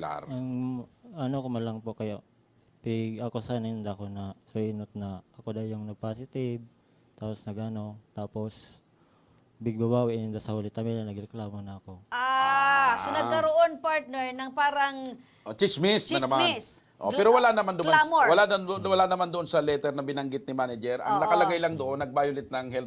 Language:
Bikol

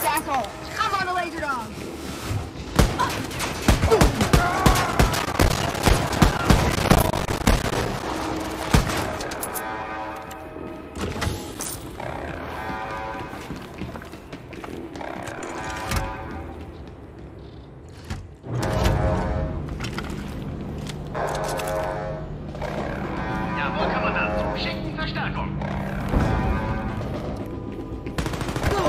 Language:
English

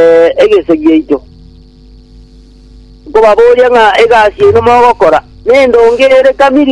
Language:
Gusii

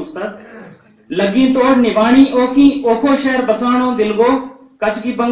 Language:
Gujari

